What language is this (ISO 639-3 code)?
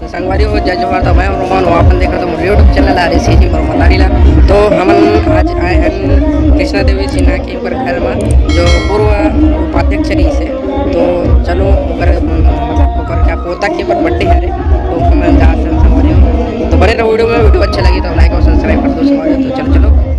hne